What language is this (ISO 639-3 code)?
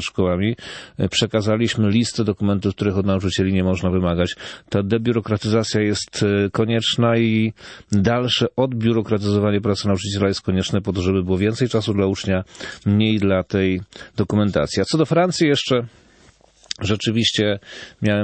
pol